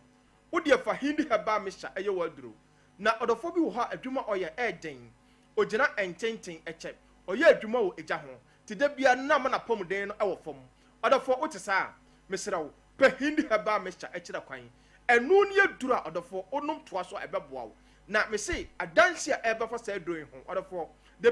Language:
Akan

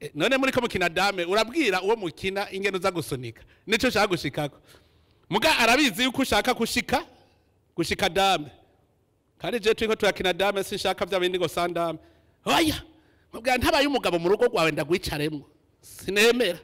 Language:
Rundi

